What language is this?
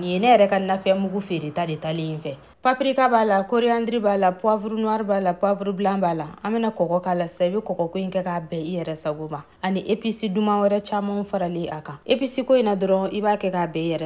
Bambara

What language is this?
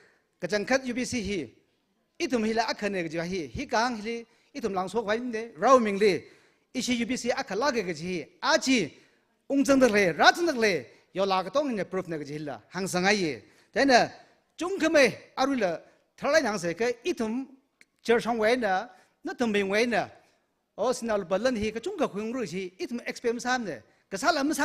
Tangkhul Naga (India)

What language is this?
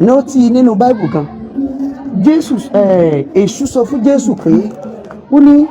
Yoruba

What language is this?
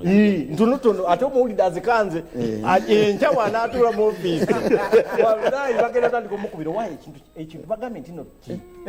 Ganda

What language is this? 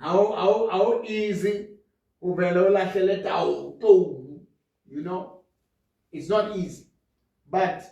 Southern Sotho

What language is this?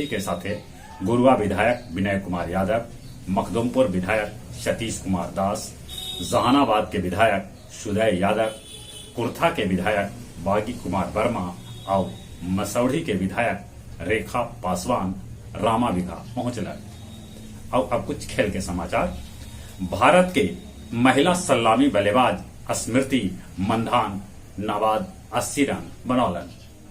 Magahi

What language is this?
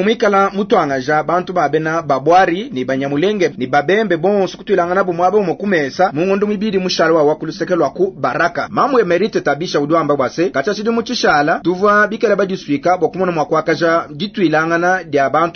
Luba-Lulua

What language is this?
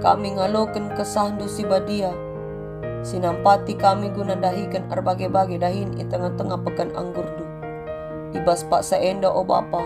Batak Karo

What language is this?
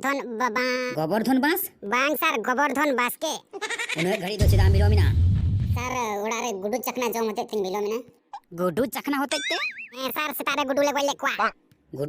Santali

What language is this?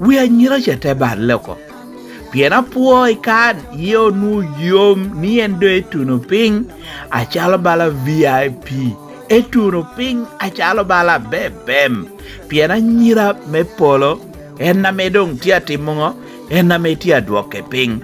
Lango (Uganda)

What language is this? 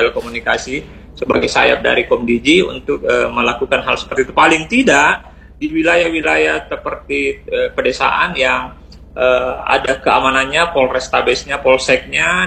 Indonesian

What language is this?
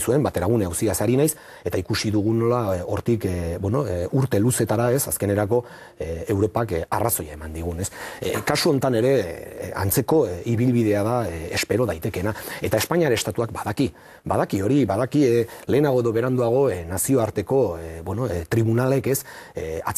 Basque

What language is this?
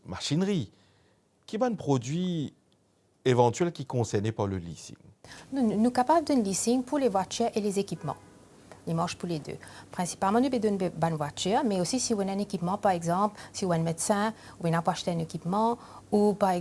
Morisyen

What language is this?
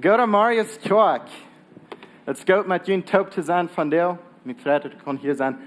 Plautdietsch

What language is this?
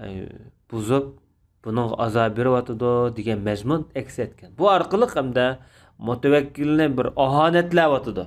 Uyghur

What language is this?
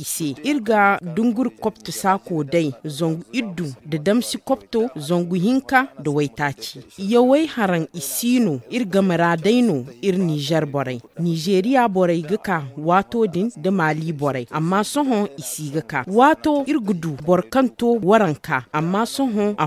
Zarma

